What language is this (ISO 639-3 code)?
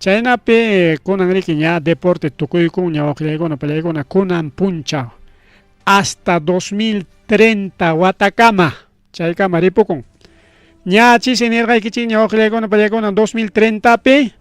quy